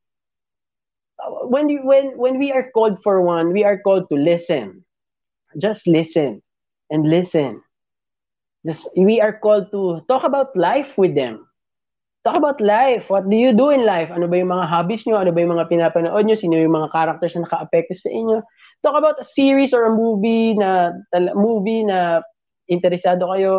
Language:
Filipino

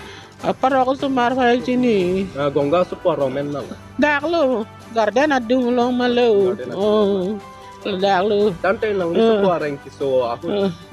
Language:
Karbi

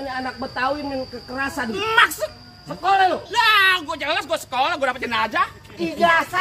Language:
Betawi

